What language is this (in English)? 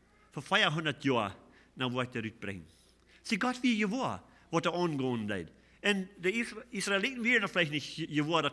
Plautdietsch